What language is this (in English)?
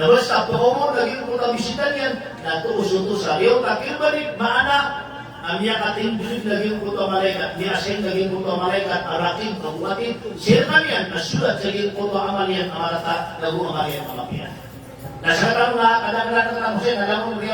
Maranao